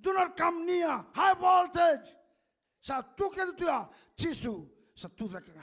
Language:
Fijian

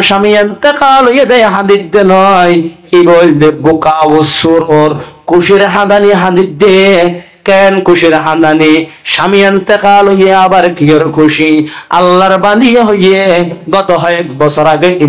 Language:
Rohingya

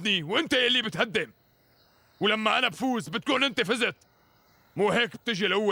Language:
North Levantine Arabic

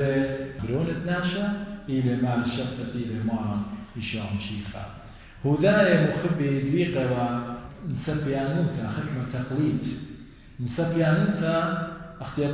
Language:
Assyrian Neo-Aramaic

